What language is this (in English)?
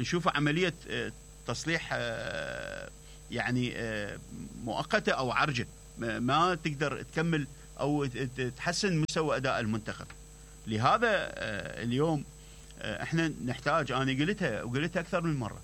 Mesopotamian Arabic